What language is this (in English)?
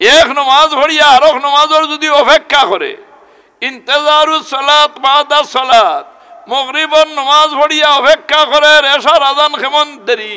Sylheti